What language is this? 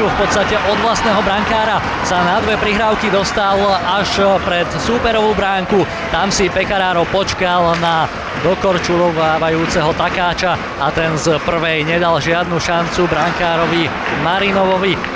Slovak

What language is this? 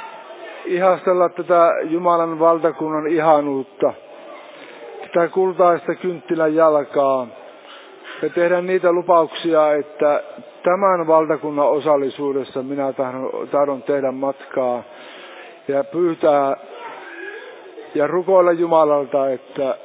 Finnish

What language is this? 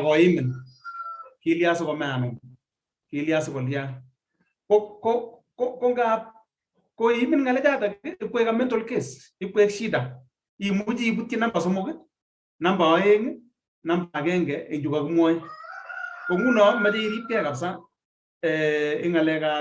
Kalenjin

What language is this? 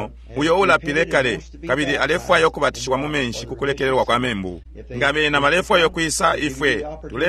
Bemba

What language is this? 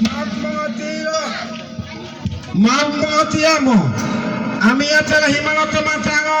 Gorontalo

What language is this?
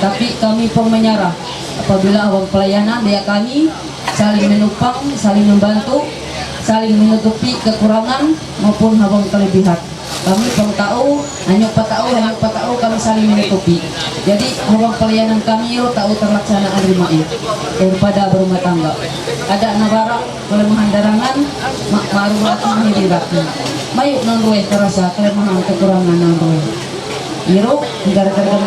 Ma'anyan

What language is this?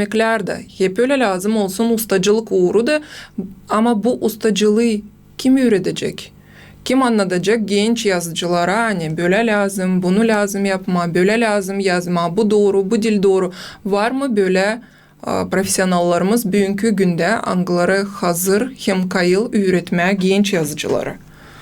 Gagauz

